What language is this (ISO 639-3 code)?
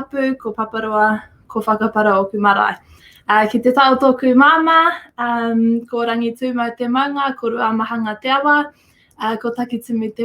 mri